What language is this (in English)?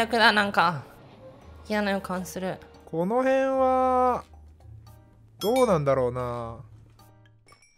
Japanese